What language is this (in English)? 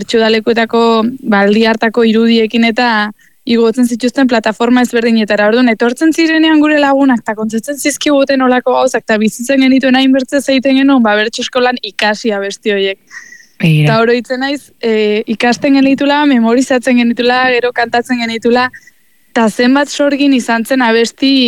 Basque